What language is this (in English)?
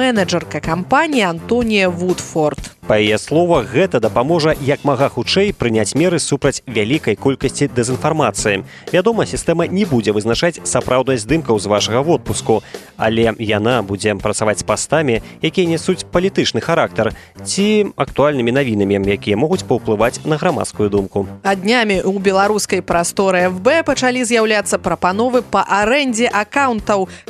Belarusian